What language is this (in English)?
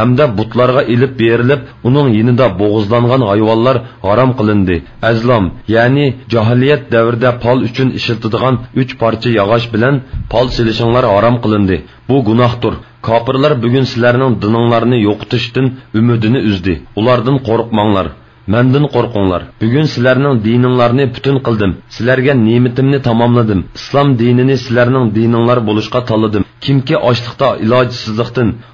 Uyghur